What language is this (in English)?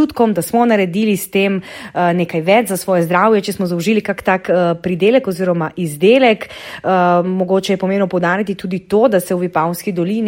Slovenian